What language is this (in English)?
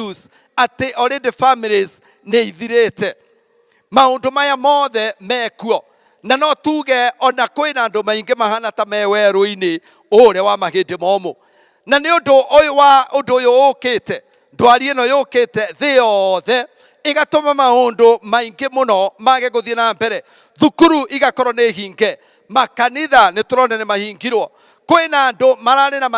Kikuyu